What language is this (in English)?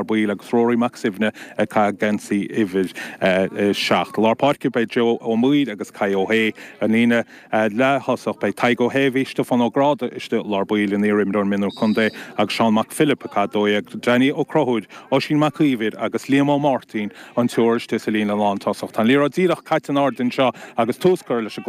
Irish